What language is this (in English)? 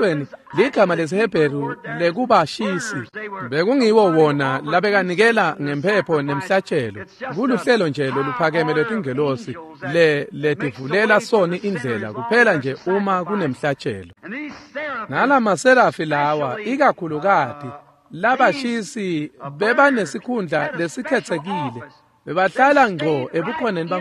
Swati